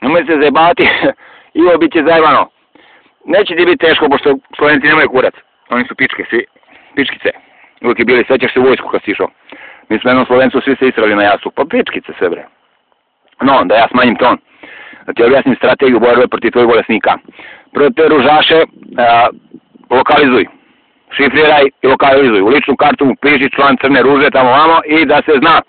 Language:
Serbian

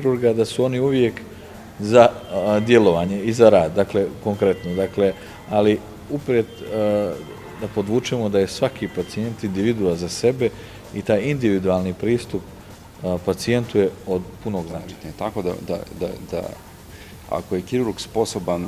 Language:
Slovenian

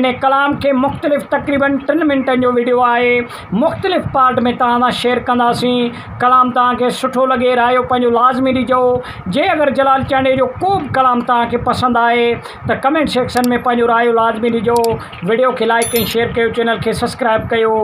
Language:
Sindhi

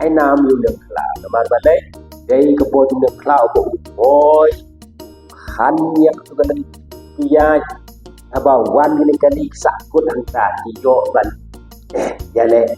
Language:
Khasi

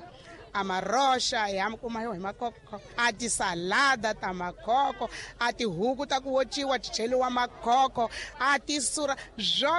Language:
Tsonga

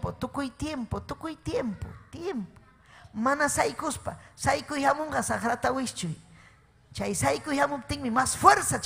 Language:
Ayacucho Quechua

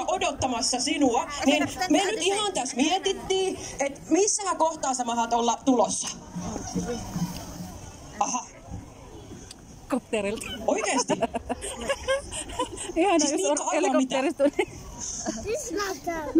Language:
Finnish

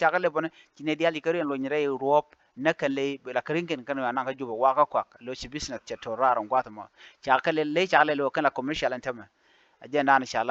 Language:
Nuer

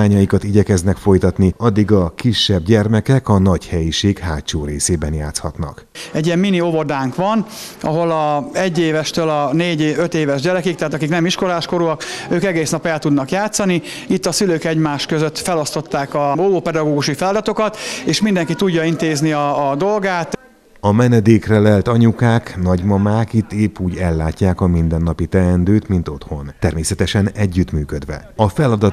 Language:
Hungarian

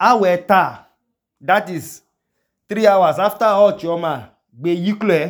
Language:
Idoma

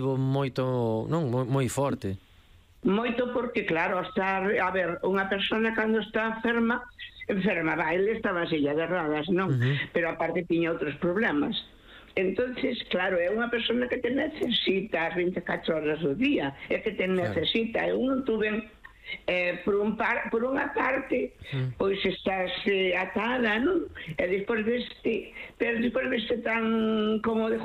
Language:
Galician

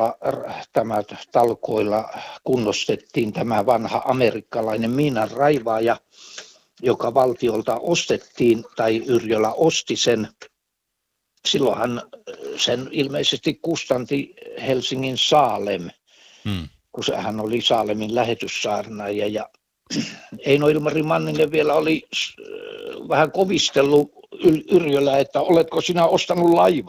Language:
Finnish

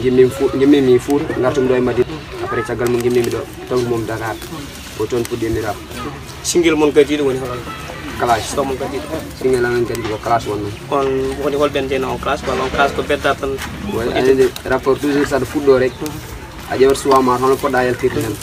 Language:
Pular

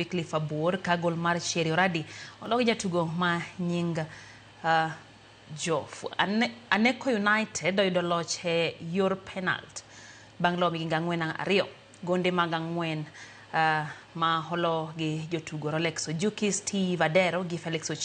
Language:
Luo (Kenya and Tanzania)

